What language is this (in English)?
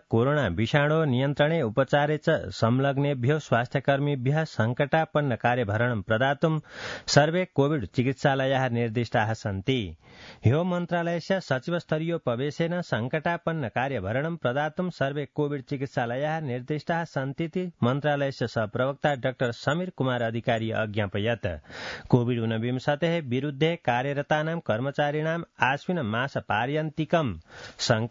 Sanskrit